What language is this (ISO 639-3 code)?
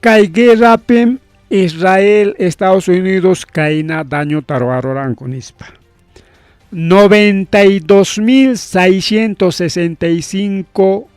quy